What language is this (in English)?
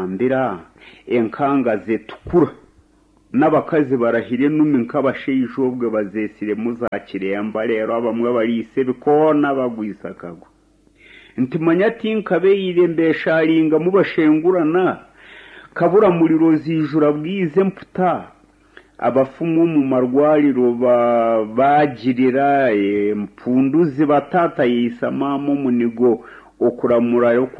Nyankole